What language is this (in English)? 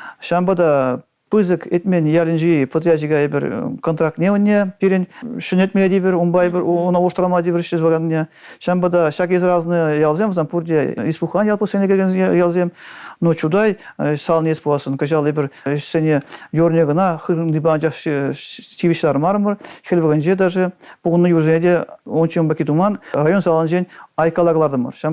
Chuvash